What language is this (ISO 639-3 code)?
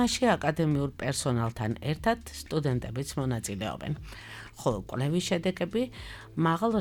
kat